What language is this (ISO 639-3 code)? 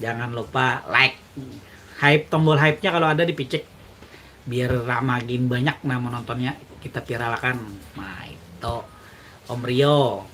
bjn